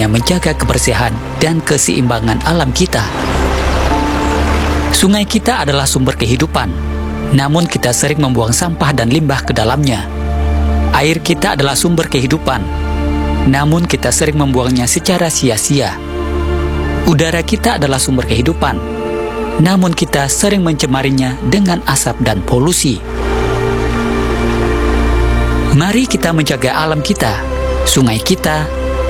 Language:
Indonesian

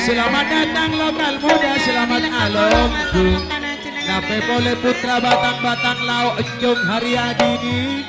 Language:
Madurese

